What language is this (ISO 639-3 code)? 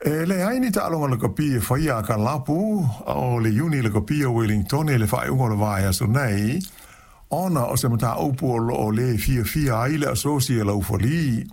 smo